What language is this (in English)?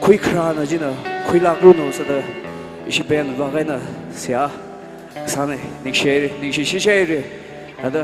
Tangkhul Naga (India)